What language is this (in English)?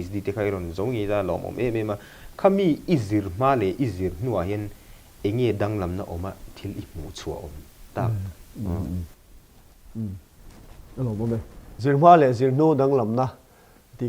Mizo